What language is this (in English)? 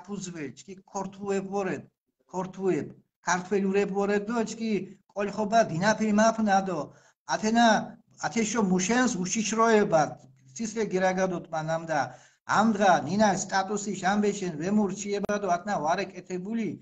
Mingrelian